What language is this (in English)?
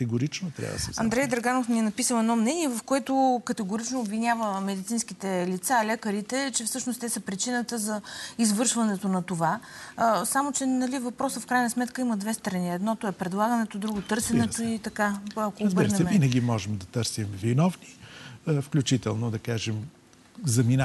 Bulgarian